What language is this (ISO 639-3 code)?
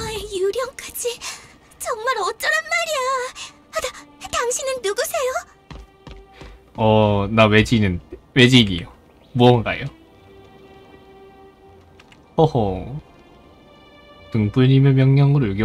kor